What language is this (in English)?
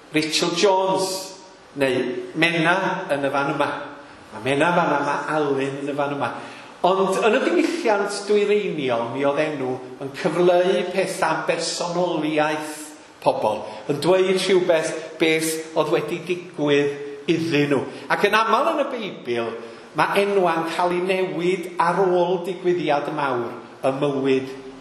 Welsh